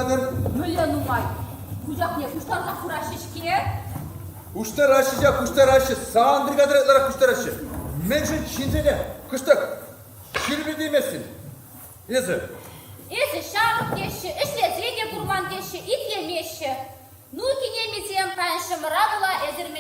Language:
Chuvash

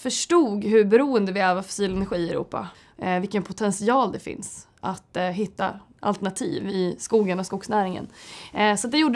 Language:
Swedish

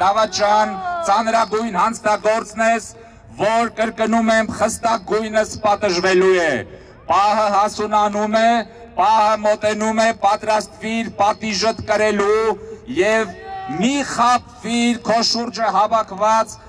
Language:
Armenian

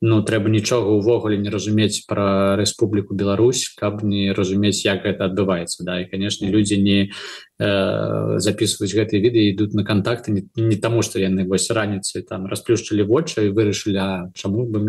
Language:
Belarusian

